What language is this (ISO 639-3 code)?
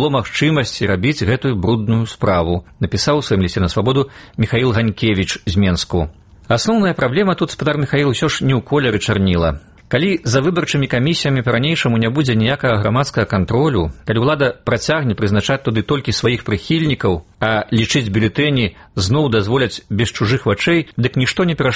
bel